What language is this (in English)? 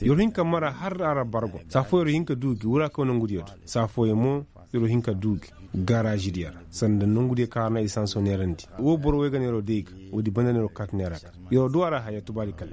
Koyraboro Senni